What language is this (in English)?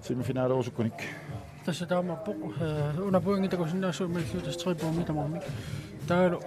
Kalaallisut